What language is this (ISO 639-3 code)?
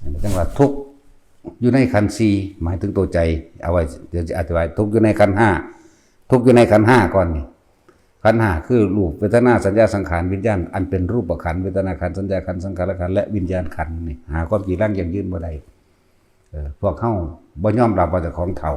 tts